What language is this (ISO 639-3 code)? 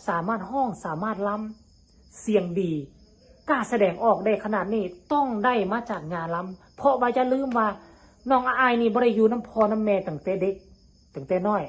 tts